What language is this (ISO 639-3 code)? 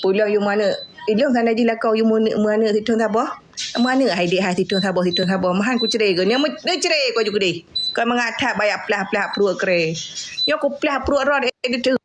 ace